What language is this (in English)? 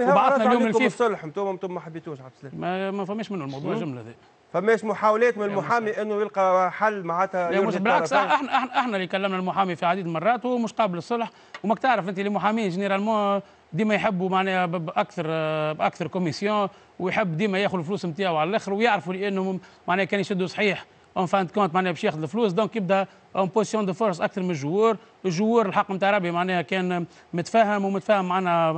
Tunisian Arabic